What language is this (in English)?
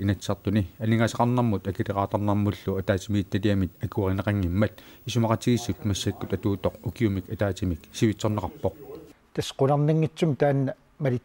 Kalaallisut